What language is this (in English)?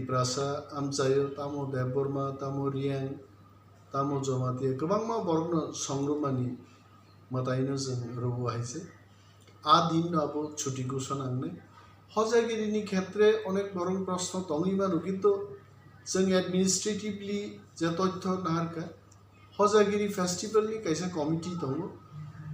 Kok Borok